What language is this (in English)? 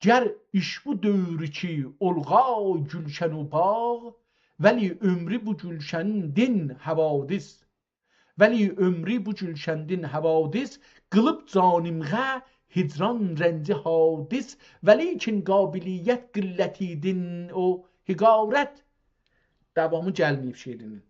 South Azerbaijani